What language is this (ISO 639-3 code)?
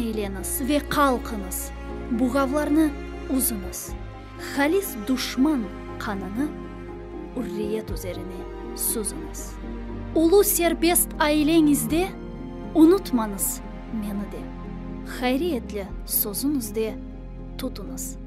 crh